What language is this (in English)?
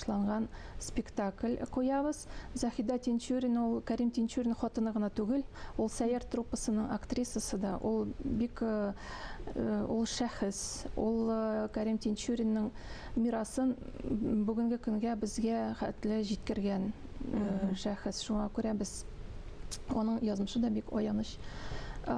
Tatar